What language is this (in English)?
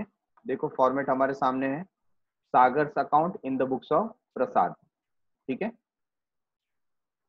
Hindi